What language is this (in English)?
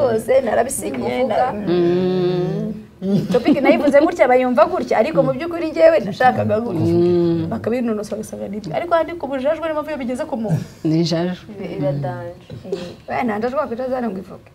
Kinyarwanda